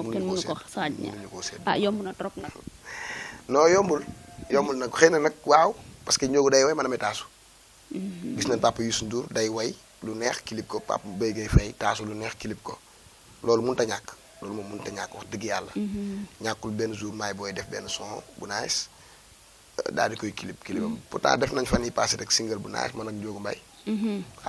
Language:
Wolof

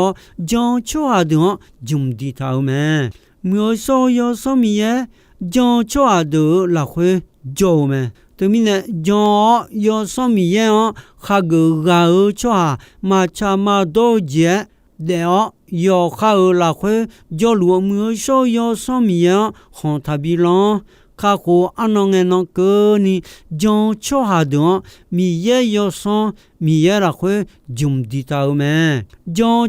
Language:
Akha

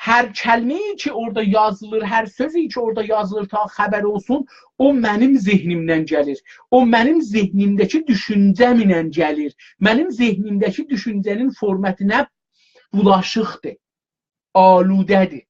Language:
South Azerbaijani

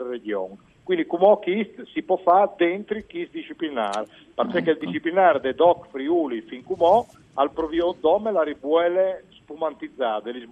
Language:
Friulian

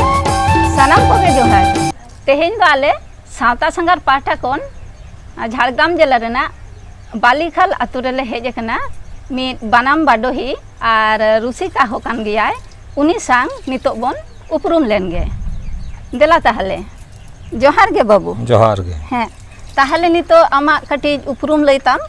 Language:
Santali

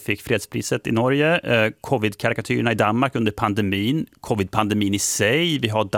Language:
Swedish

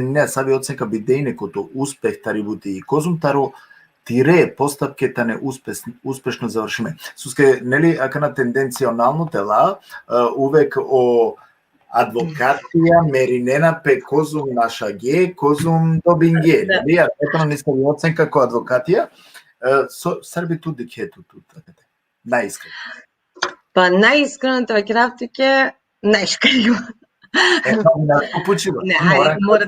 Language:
Balkan Romani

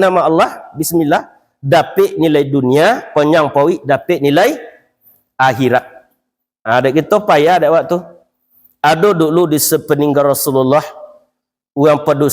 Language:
Minangkabau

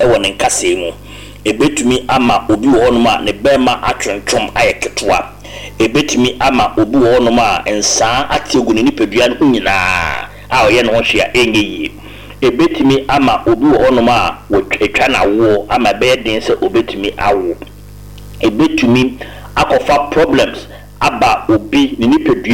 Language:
Akan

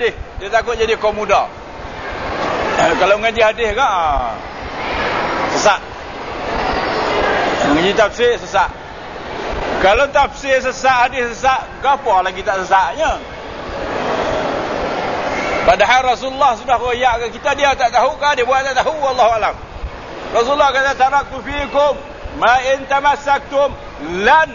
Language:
Malay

